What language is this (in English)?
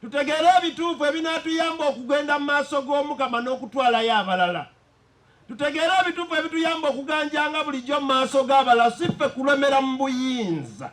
Ganda